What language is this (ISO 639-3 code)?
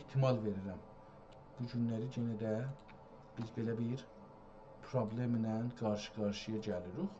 azb